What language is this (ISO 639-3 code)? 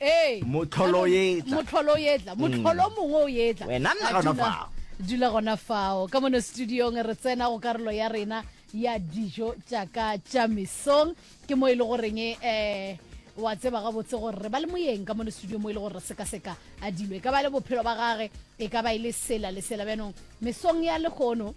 nso